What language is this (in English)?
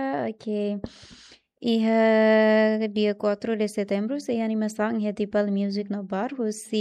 Tetum